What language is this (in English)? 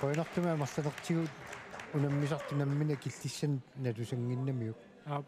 Kalaallisut